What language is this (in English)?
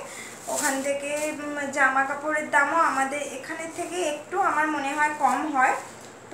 Bangla